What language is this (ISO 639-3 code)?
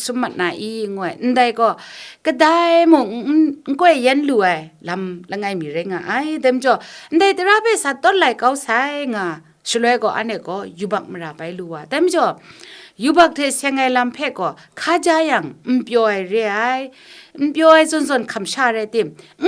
kac